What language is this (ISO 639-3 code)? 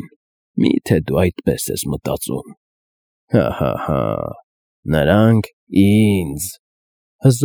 hye